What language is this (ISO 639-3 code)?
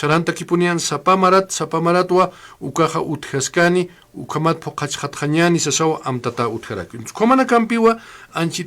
aym